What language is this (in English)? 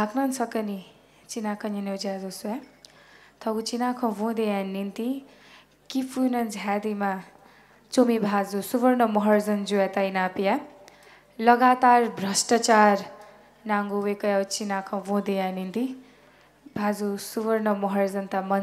Newari